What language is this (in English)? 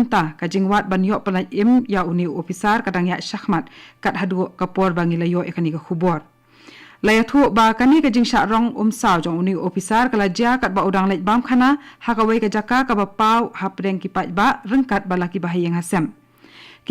Khasi